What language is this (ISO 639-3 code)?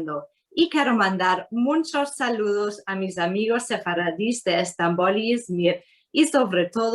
lad